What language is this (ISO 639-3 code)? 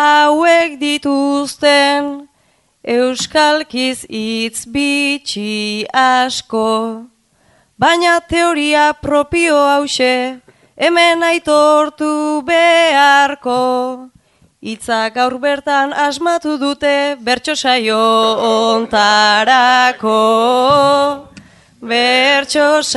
eus